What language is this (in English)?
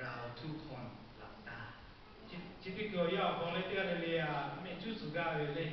Lahu